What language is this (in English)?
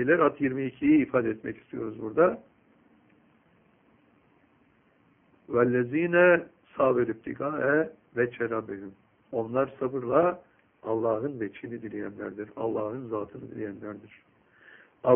Turkish